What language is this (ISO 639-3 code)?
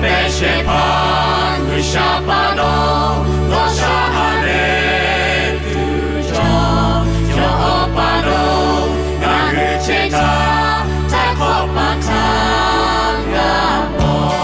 lhu